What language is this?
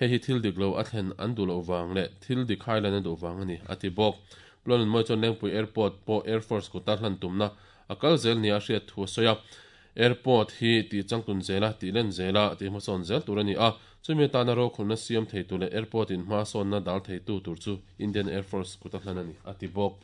Mizo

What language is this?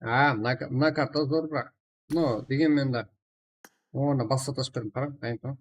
Kara-Kalpak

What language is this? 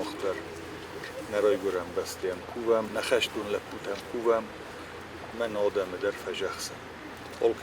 Ossetic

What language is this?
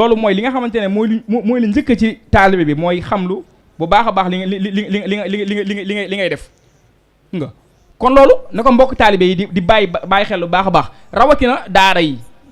Wolof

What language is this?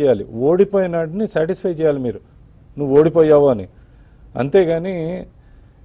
Telugu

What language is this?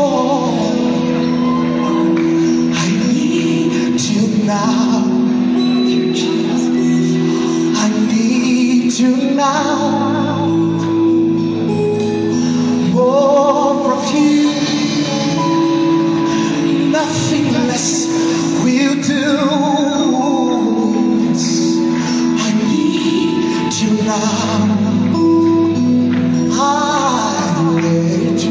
English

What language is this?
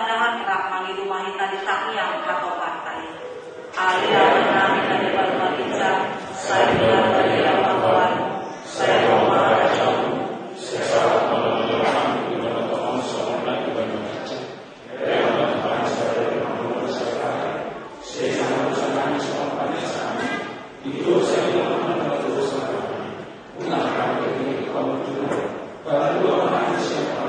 Batak Toba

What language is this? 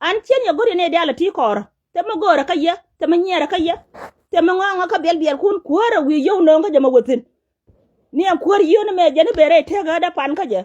Nuer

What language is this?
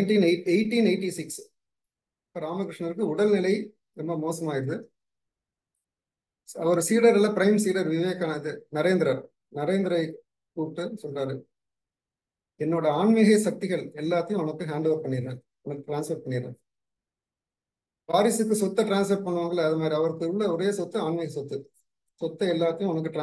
Tamil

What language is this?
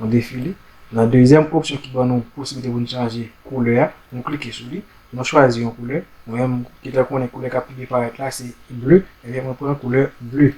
Haitian Creole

